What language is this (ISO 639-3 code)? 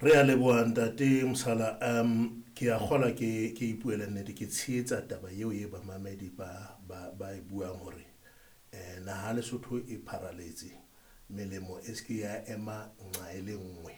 sot